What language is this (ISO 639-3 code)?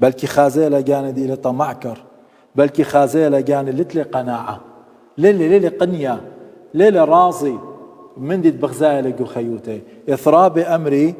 aii